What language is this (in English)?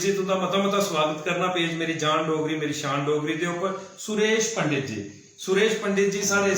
Dogri